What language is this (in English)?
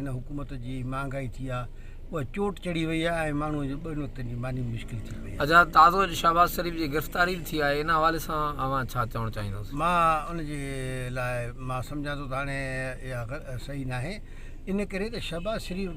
Sindhi